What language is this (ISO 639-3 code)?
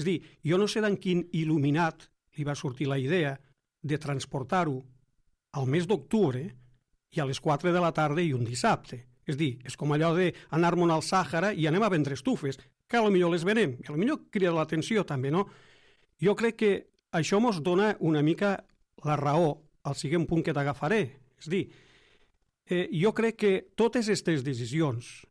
cat